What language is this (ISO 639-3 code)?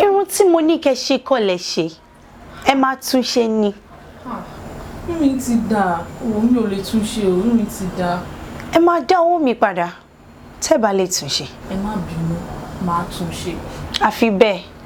yor